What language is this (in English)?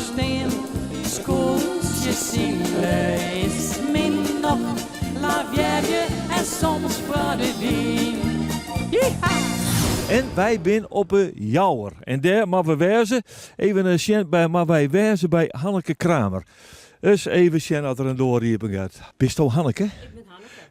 Western Frisian